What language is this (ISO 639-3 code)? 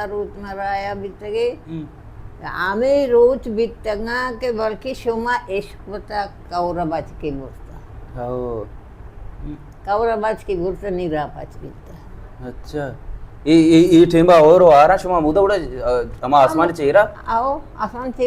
bal